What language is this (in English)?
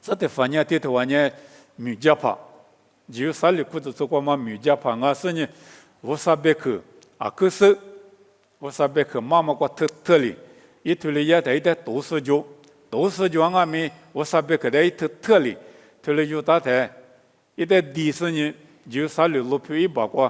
Lisu